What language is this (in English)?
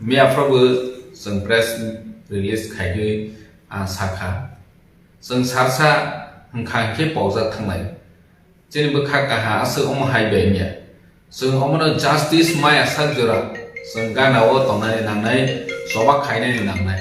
Kok Borok